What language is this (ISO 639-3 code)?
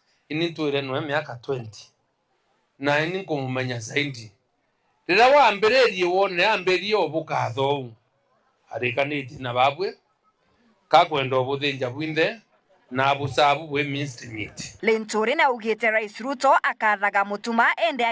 mer